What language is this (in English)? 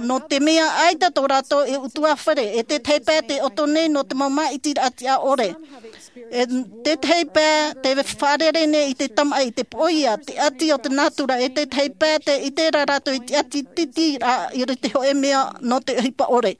Tahitian